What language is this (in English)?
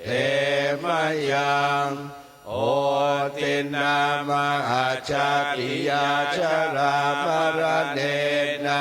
Pali